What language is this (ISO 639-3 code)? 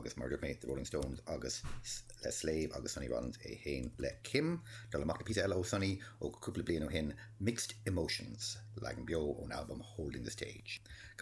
gle